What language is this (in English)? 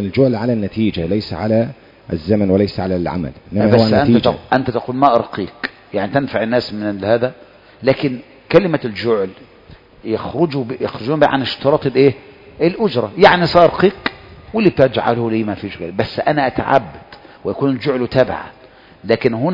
Arabic